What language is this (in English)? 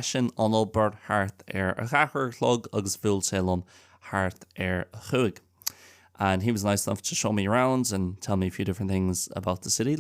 Irish